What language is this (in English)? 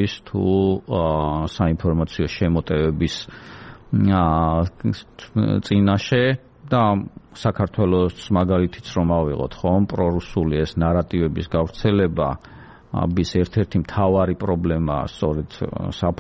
Georgian